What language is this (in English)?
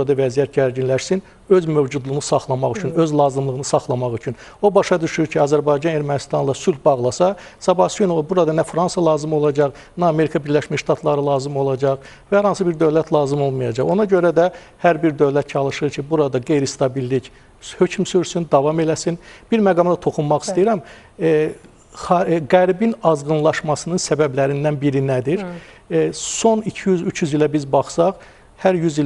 Azerbaijani